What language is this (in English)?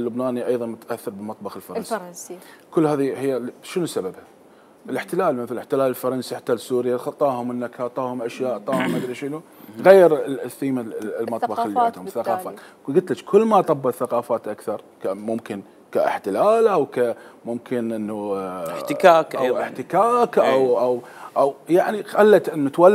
Mesopotamian Arabic